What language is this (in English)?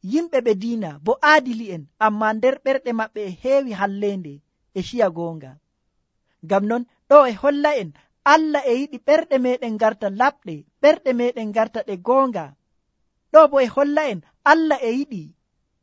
Nigerian Fulfulde